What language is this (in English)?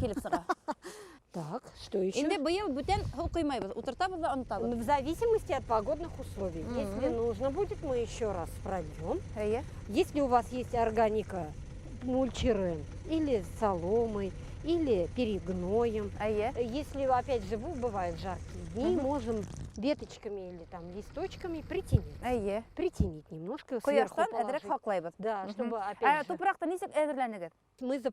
Bashkir